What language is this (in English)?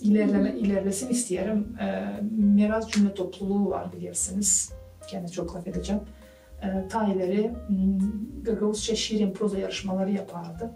Gagauz